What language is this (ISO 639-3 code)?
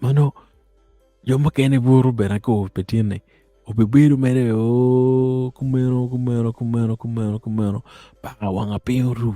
ach